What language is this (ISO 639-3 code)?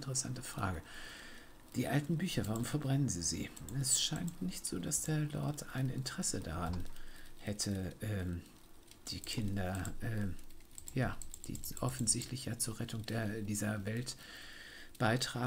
deu